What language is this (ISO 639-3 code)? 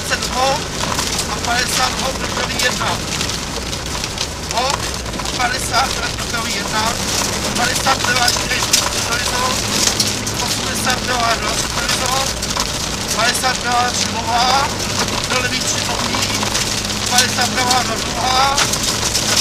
ces